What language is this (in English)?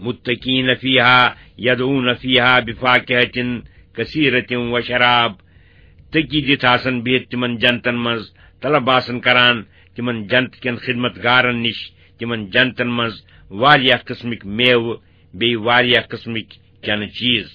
Kashmiri